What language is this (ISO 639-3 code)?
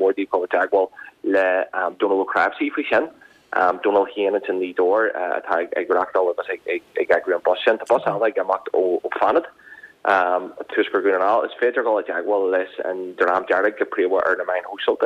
gle